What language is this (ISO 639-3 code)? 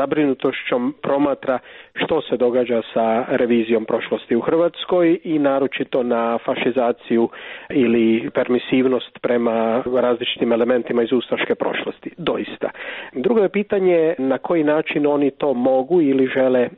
srp